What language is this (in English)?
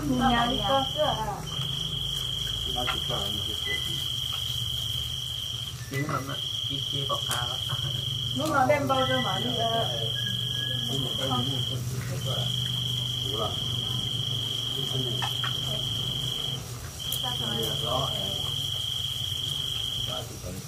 Vietnamese